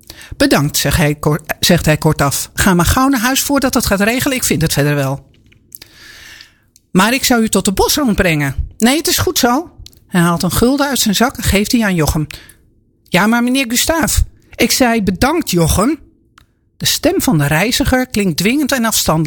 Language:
Dutch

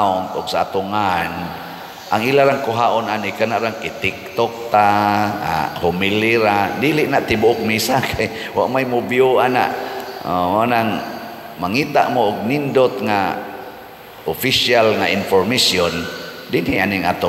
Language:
Cebuano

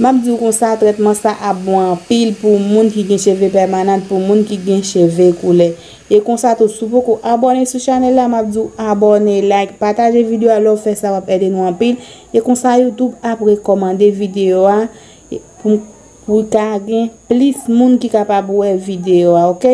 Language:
Haitian Creole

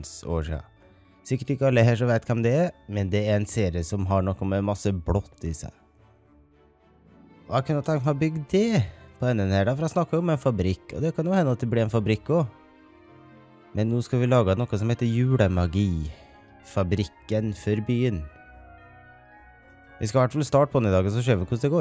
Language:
Norwegian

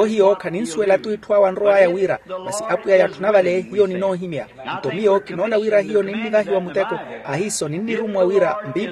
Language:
Makhuwa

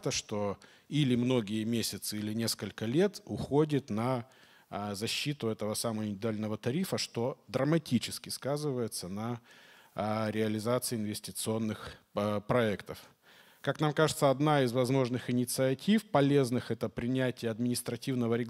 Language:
Russian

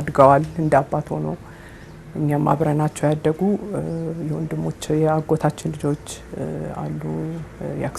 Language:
Amharic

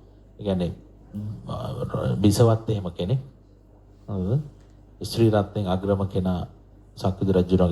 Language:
Sinhala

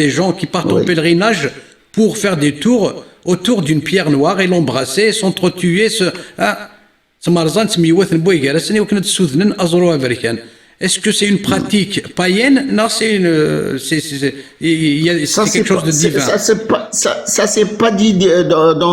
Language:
Kabyle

